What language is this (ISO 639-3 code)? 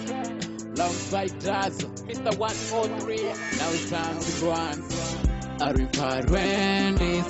ven